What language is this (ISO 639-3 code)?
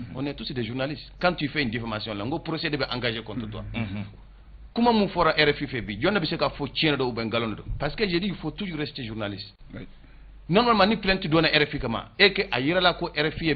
bam